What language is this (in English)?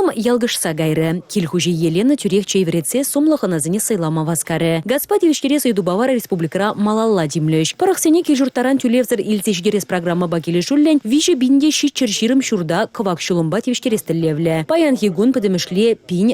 Chuvash